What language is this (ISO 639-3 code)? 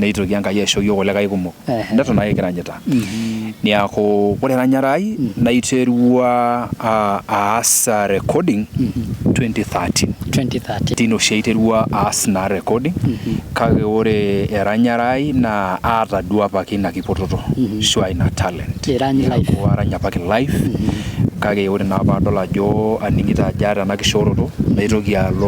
mas